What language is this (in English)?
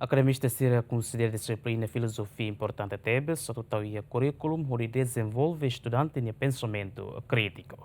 Tetum